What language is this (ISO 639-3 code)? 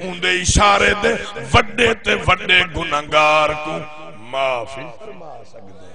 skr